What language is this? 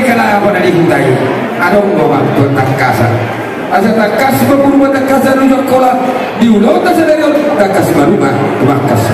Batak Toba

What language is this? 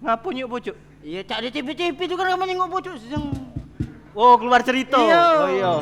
Musi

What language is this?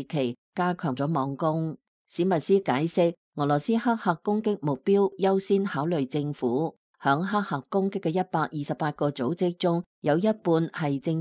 Cantonese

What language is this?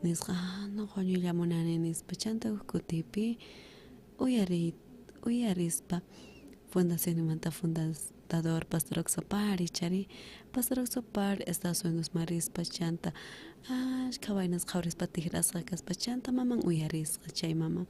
South Bolivian Quechua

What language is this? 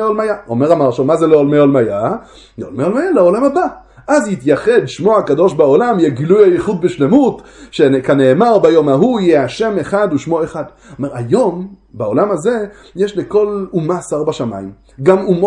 Hebrew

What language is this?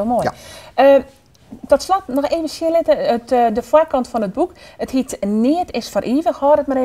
Western Frisian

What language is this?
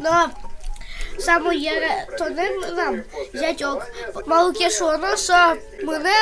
Udmurt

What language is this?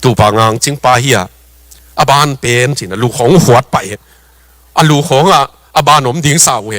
Tedim Chin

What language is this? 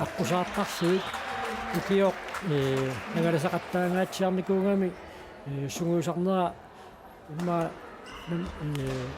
Kalaallisut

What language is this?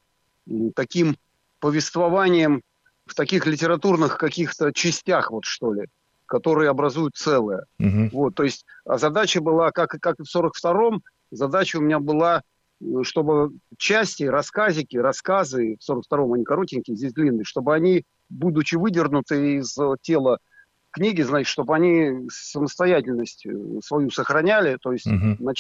Russian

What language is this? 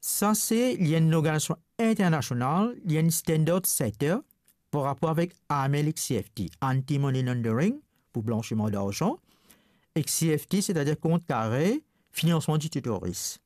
Morisyen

